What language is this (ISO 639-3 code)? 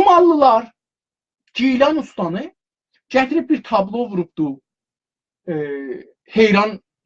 azb